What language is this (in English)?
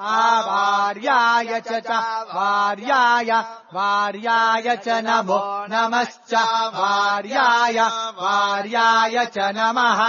Sanskrit